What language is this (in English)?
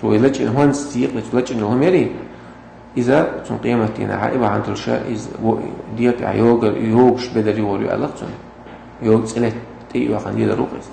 Chechen